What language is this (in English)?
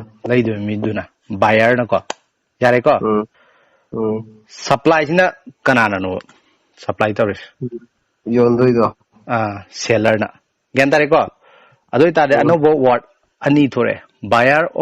Manipuri